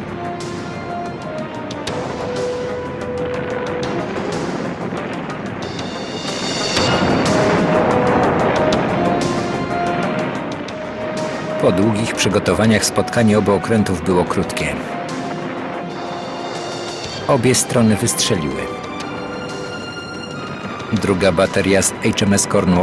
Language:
Polish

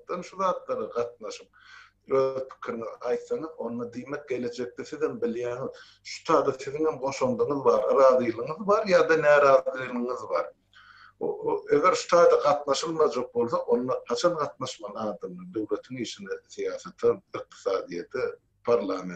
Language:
Turkmen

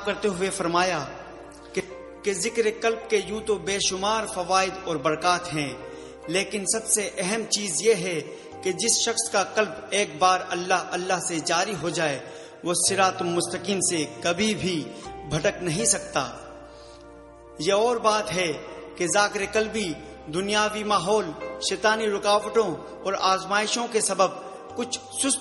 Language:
Urdu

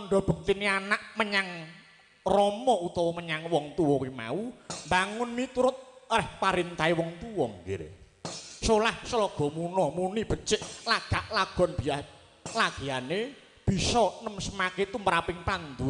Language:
Javanese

